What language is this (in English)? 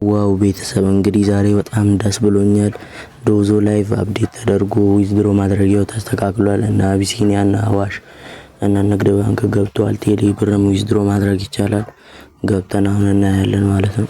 Amharic